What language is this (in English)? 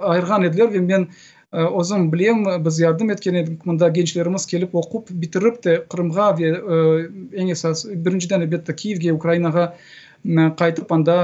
Crimean Tatar